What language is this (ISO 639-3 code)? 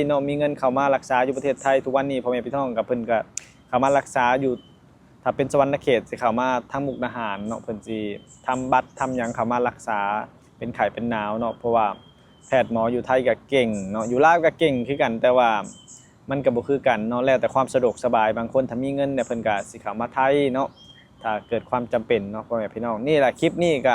lao